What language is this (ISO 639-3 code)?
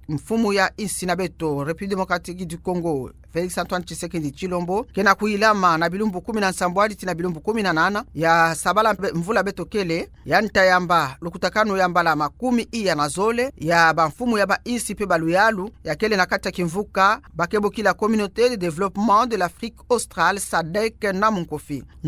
ktu